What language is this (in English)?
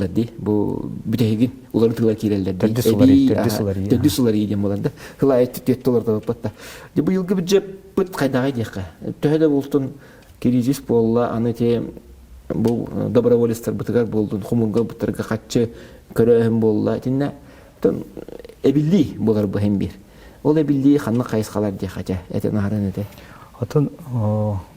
Yakut